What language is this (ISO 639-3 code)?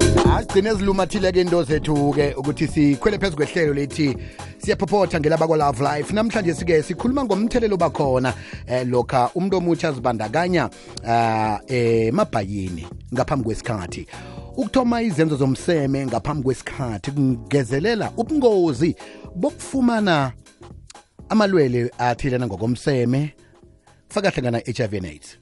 nbl